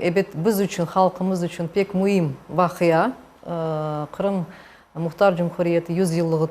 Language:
Crimean Tatar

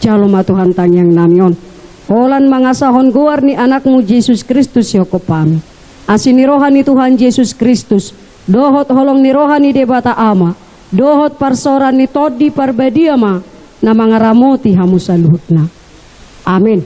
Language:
Batak Toba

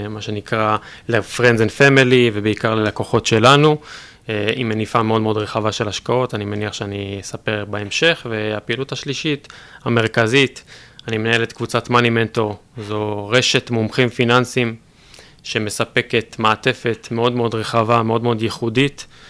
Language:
Hebrew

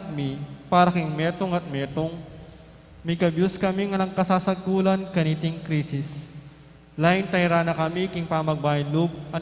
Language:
Pampanga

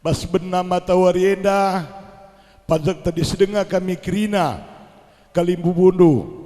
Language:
Batak Karo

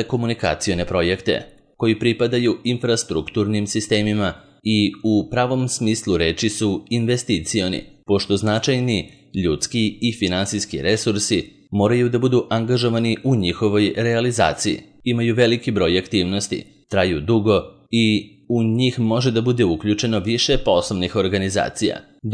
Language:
Serbian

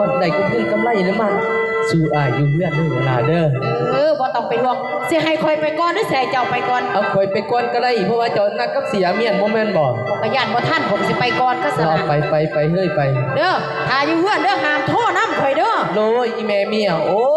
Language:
Northeastern Thai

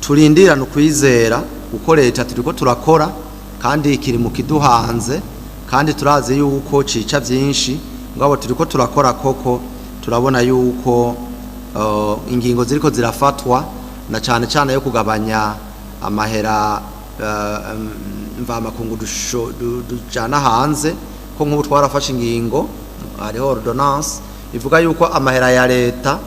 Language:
Rundi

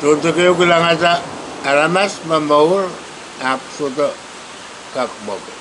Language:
Pohnpeian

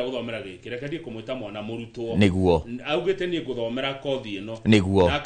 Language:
Kikuyu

